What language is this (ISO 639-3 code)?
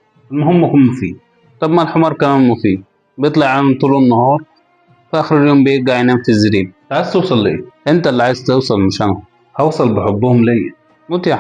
arz